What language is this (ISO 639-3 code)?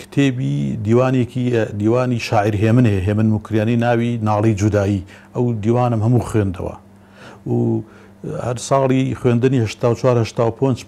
ckb